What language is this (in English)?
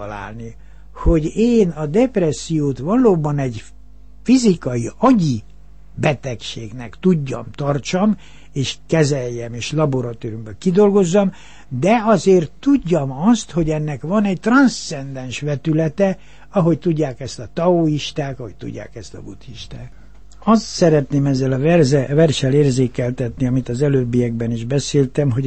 Hungarian